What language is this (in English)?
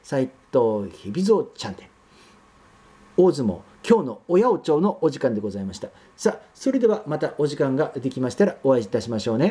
Japanese